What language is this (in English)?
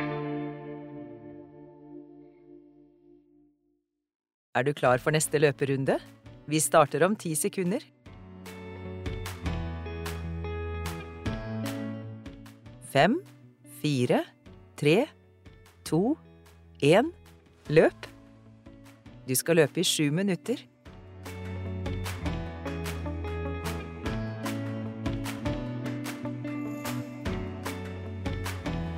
Norwegian